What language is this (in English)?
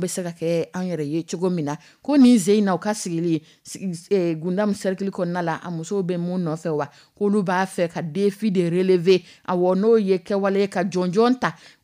Dyula